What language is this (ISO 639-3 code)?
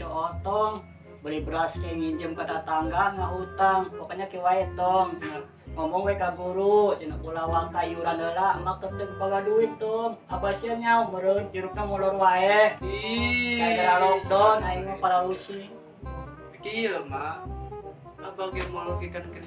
sun